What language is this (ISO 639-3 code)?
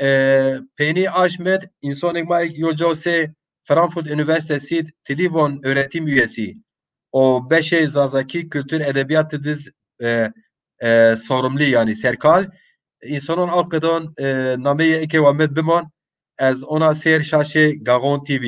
zza